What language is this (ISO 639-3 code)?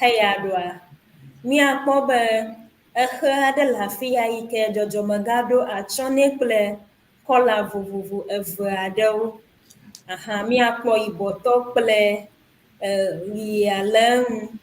ewe